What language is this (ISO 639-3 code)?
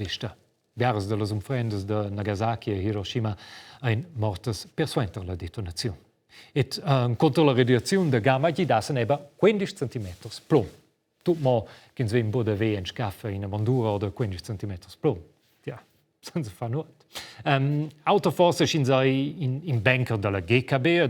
roh